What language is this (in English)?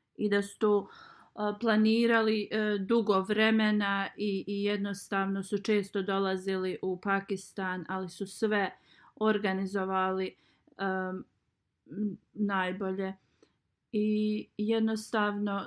Bosnian